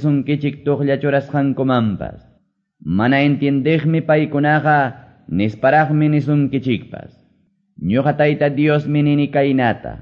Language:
Quechua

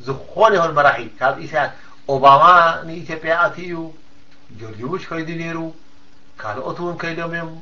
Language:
Tigrinya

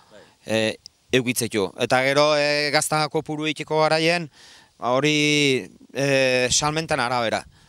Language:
Basque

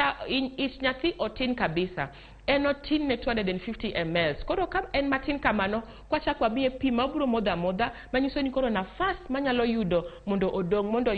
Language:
Luo (Kenya and Tanzania)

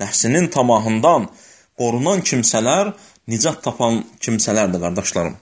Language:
Azerbaijani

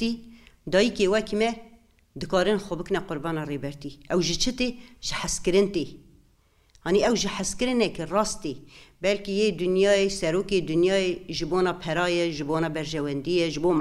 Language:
Kurdish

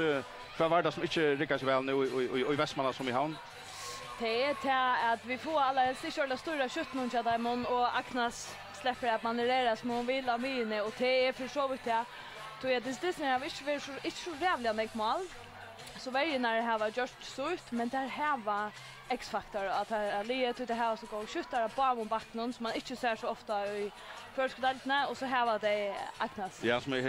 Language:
Faroese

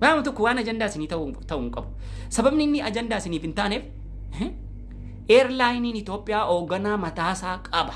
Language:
Oromo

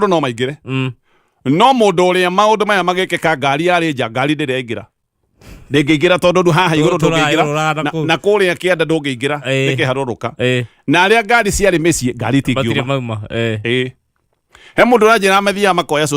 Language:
Kikuyu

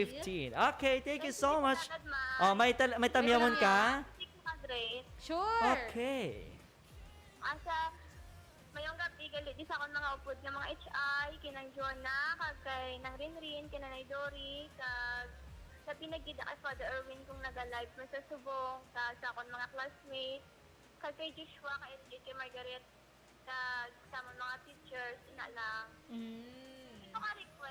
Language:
Hiligaynon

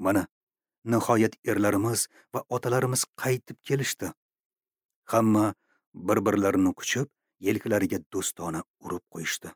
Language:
Uzbek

